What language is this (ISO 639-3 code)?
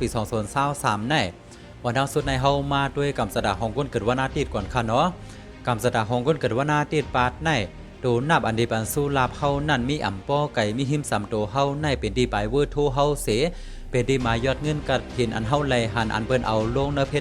shn